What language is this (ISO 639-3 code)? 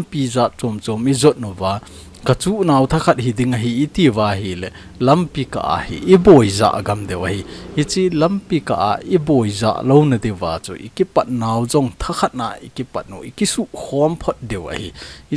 tcz